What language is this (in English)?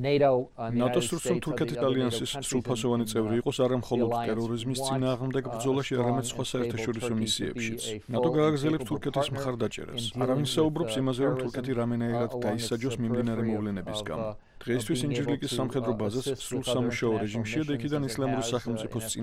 Georgian